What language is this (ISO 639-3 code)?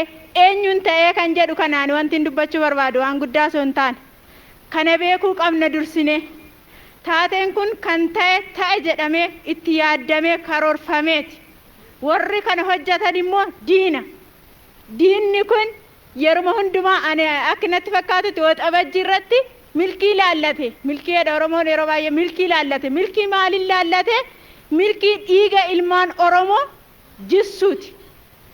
orm